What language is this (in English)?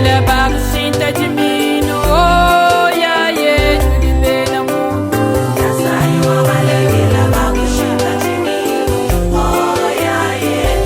Luba-Lulua